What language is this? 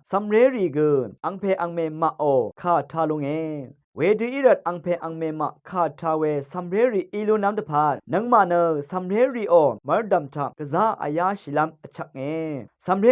Rawang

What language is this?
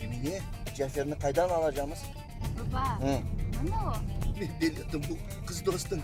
Crimean Tatar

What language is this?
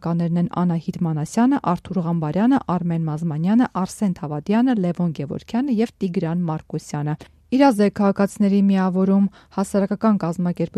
Armenian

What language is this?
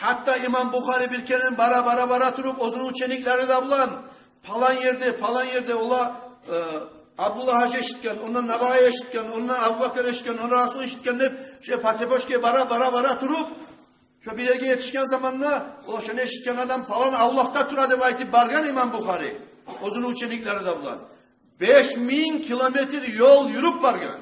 Kumyk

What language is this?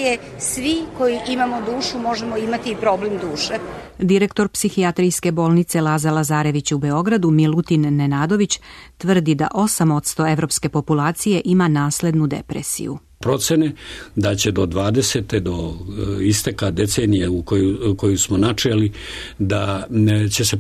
Serbian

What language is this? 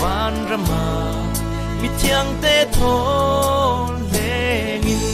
Falam Chin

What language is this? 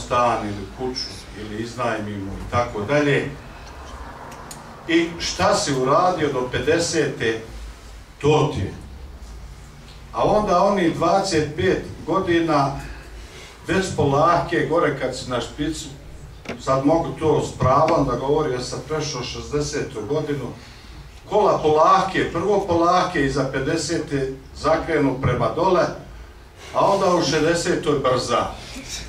Bosnian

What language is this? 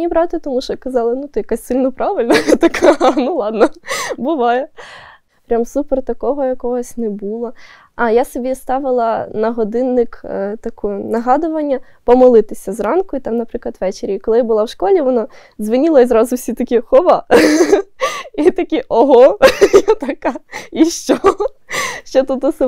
Ukrainian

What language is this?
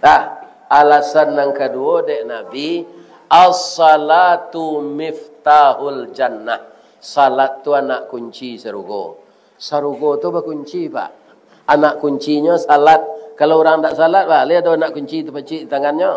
Minangkabau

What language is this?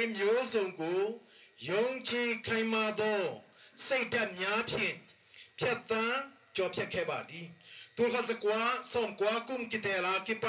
Tedim Chin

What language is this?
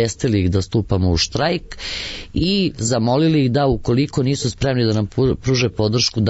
Serbian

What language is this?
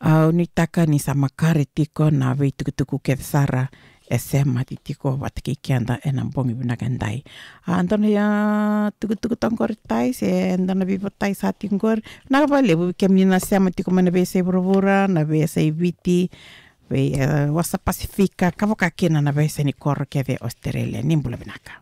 Fijian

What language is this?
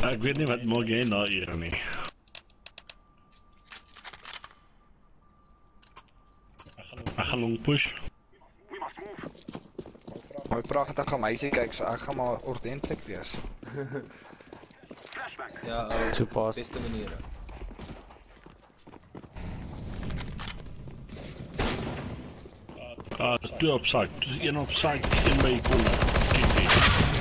Afrikaans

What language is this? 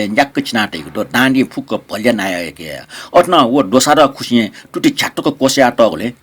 Newari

